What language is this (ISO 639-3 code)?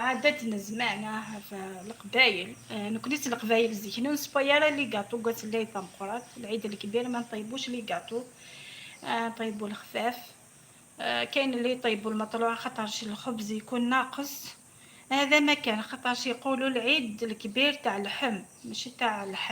arq